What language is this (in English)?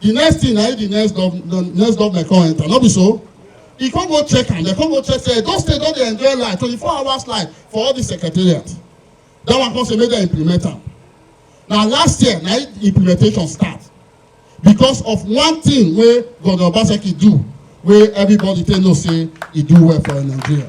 Nigerian Pidgin